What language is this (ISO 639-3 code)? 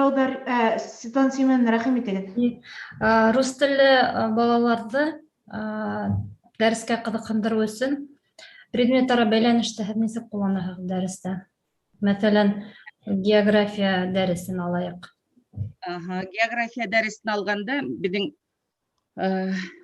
bak